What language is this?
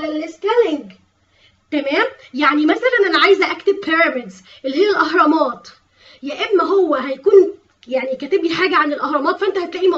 Egyptian Arabic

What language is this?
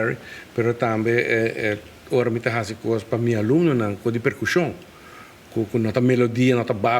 Papiamento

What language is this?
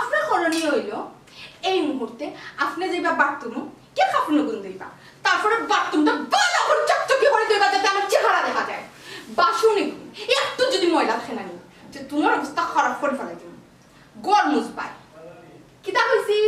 Sylheti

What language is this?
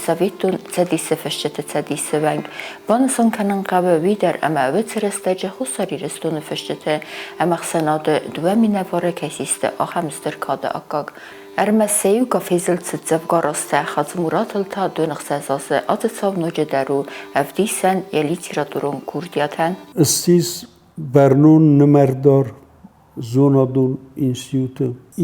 Ossetic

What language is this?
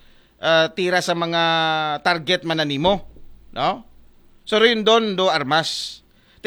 Aklanon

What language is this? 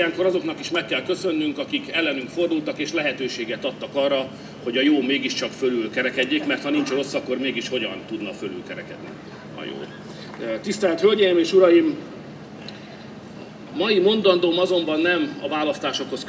Hungarian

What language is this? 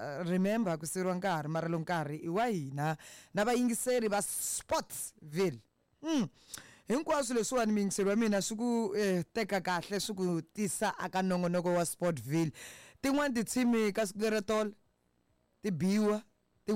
Tsonga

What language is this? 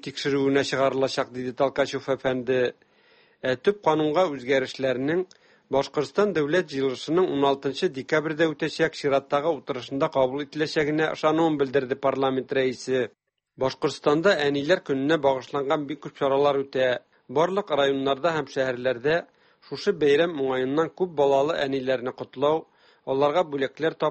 Tatar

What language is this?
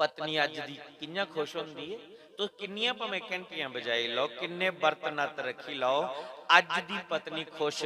Dogri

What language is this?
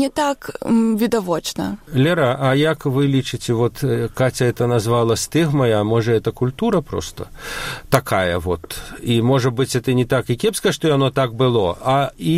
Belarusian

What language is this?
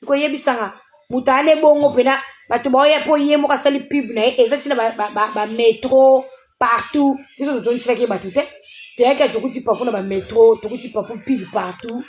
Lingala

